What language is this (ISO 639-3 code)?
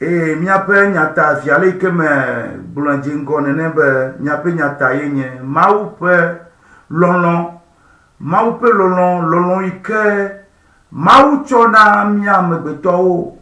ewe